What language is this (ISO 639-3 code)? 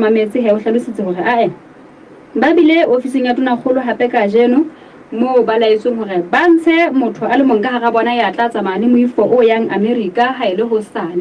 sot